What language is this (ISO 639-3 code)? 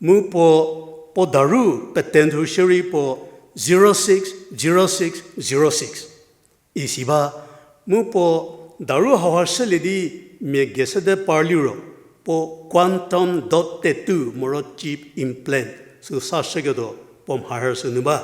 njm